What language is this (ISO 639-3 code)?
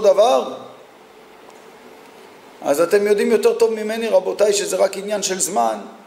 heb